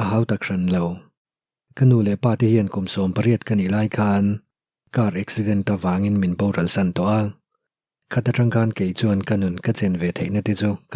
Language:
Mizo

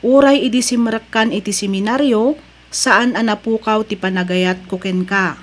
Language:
Iloko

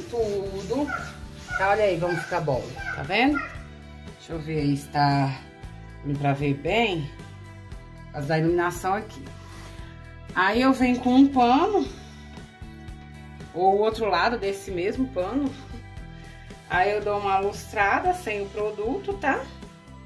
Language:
Portuguese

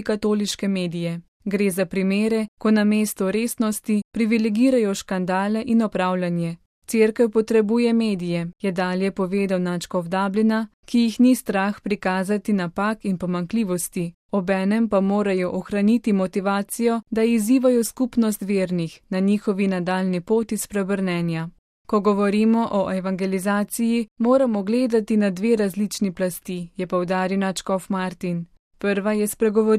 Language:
Slovenian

